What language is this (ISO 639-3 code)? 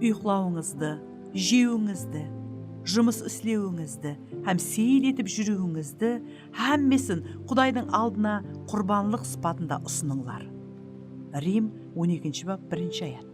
kaa